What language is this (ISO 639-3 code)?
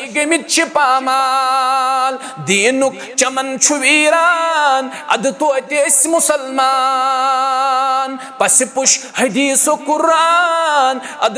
kas